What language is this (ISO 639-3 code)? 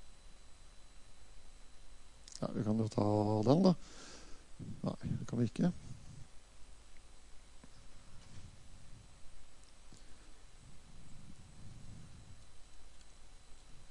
nor